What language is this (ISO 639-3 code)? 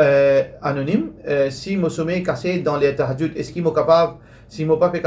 mfe